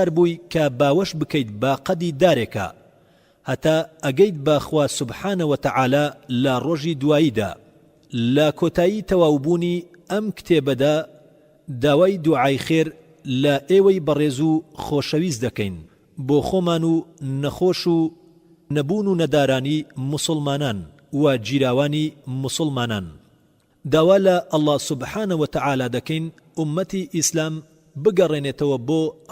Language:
Central Kurdish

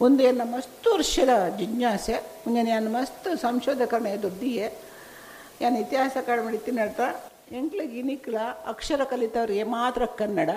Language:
Tulu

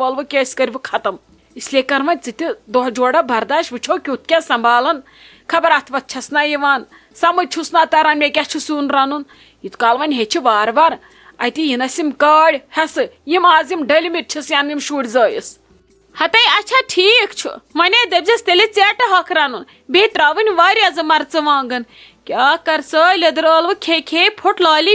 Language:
Kashmiri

